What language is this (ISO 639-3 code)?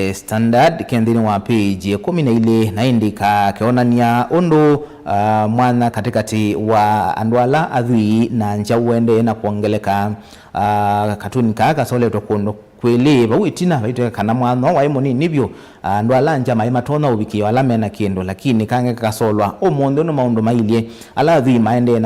kam